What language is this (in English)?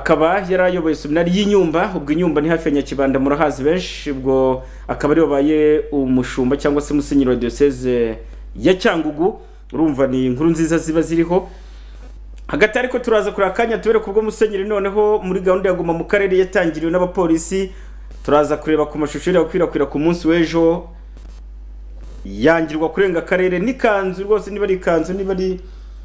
Kinyarwanda